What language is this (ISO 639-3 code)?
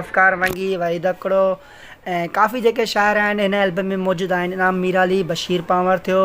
snd